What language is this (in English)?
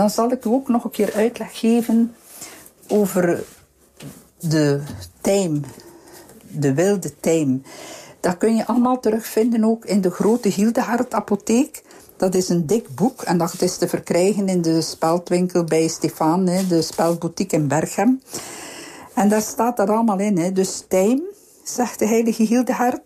Dutch